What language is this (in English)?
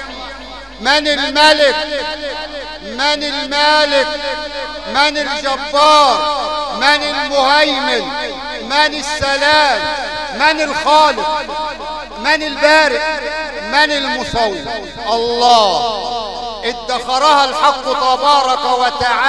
Arabic